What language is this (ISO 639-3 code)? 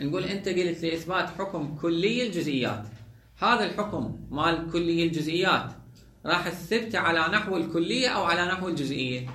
acm